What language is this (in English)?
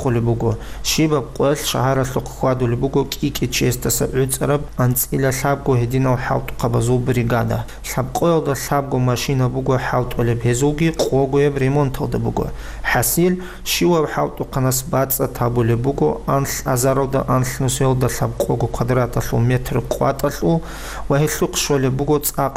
Avaric